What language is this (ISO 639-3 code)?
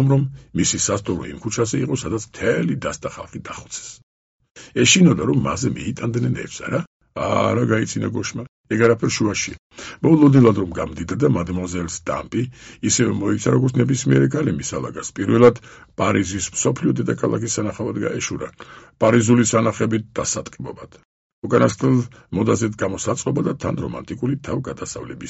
kat